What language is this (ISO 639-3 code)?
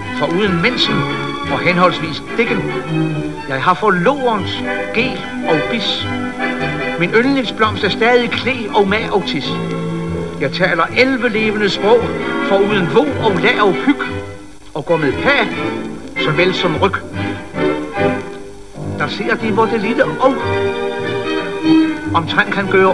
dan